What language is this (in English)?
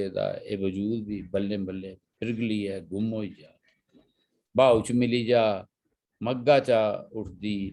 Dogri